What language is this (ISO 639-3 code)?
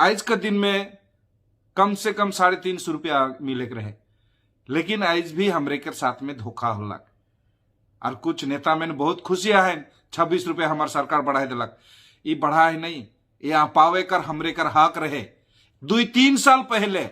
sck